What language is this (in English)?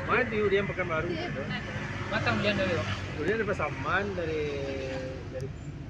Minangkabau